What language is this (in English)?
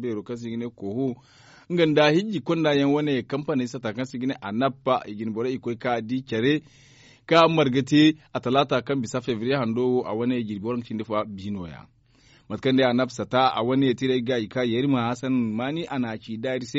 Zarma